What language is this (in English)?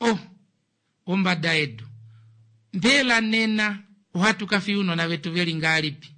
Kuanyama